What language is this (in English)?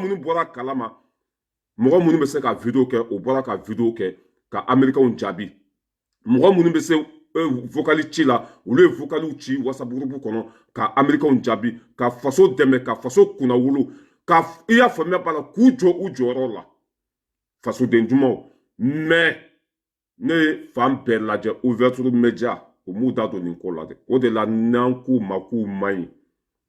Bambara